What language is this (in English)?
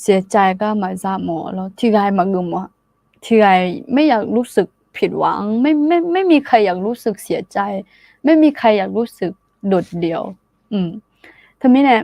Akha